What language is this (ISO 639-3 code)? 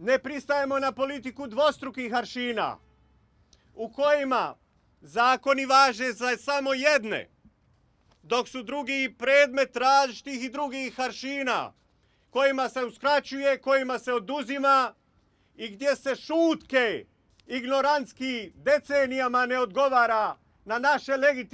bos